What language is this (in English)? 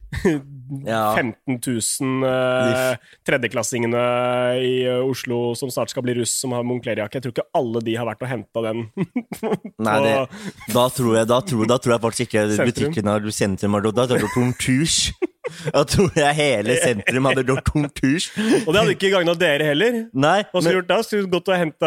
Norwegian